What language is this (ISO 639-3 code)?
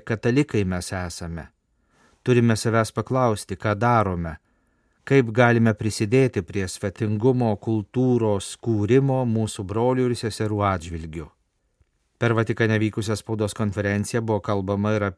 lit